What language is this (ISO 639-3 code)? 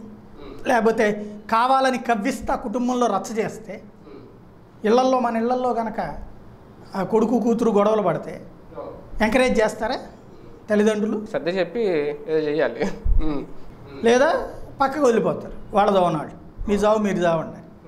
tel